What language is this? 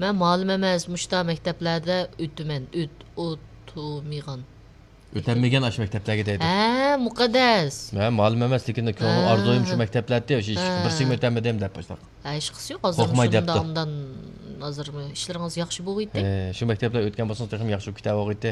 Uyghur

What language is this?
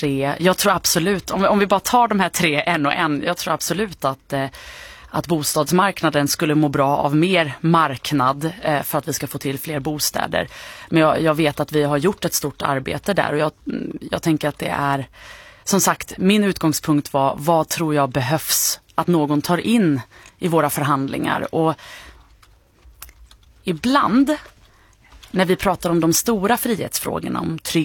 Swedish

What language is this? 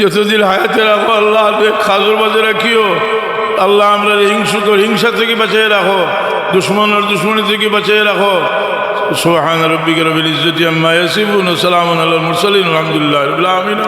Sylheti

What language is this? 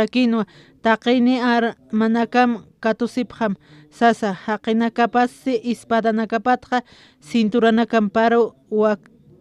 Aymara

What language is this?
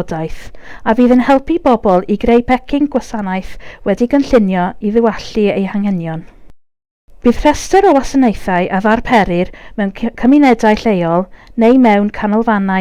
Welsh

